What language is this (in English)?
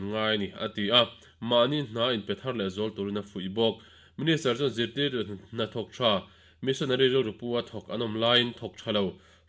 Mizo